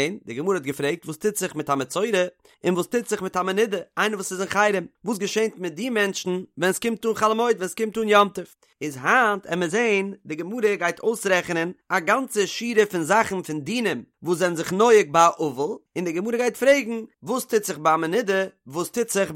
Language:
Yiddish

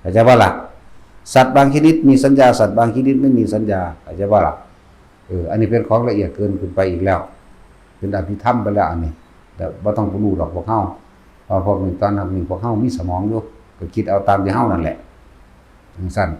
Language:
Northeastern Thai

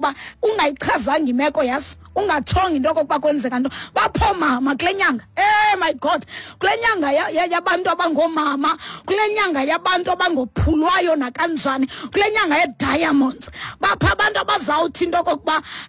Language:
Xhosa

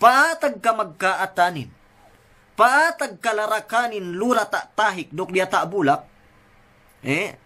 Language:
Yakan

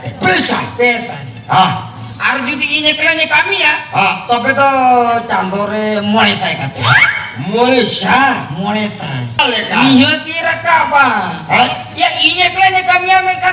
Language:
Santali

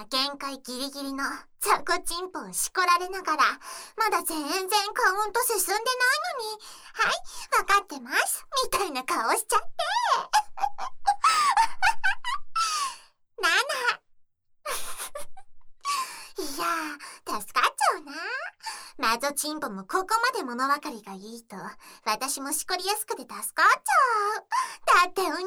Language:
Japanese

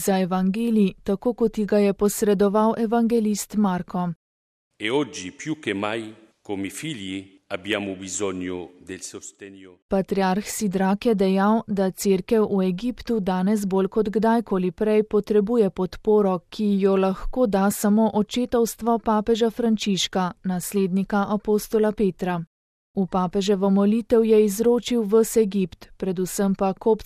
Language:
Slovenian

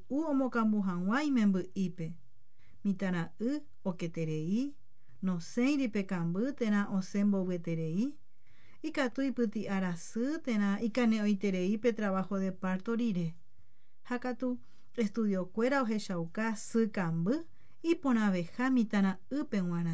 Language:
Guarani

